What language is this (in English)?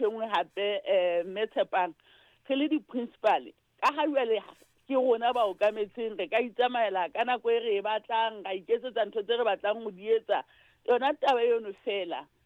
Southern Sotho